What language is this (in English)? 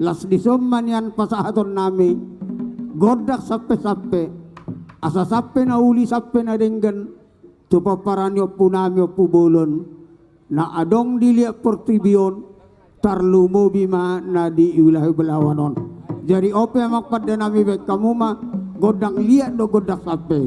Batak Toba